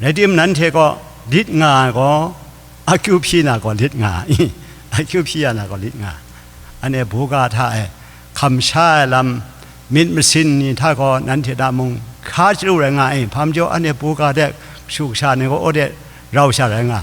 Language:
Kachin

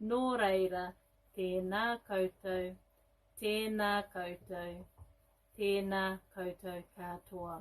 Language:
Māori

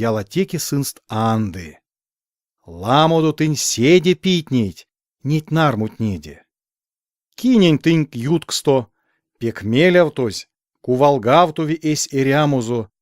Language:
Erzya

